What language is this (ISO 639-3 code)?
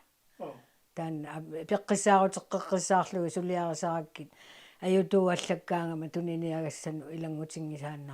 kal